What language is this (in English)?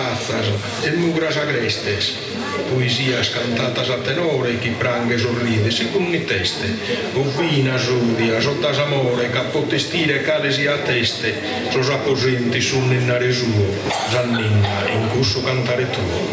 Sardinian